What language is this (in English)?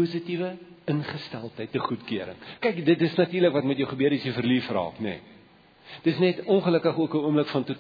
Afrikaans